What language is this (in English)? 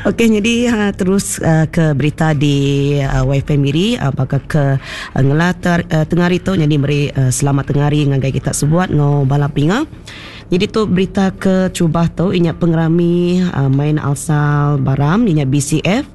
Iban